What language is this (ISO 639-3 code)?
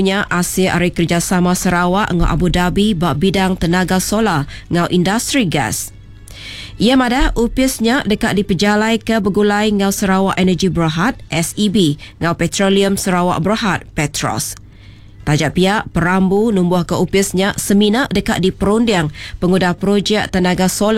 iba